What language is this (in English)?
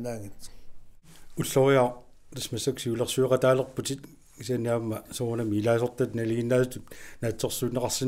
Kalaallisut